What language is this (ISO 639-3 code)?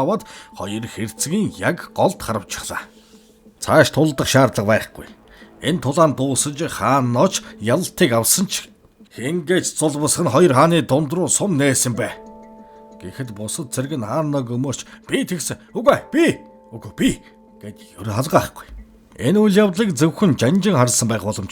mon